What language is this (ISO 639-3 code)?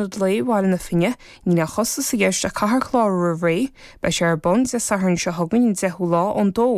gle